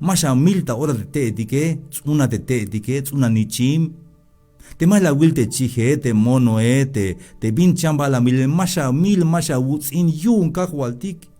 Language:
Tzeltal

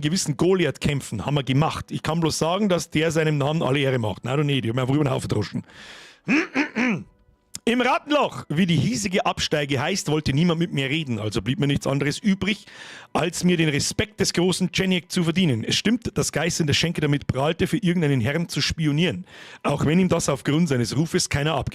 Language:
Bavarian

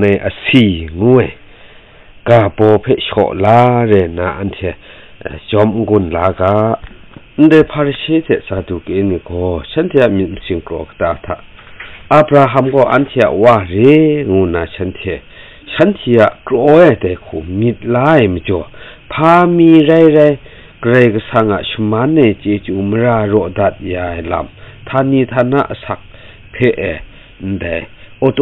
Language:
Kachin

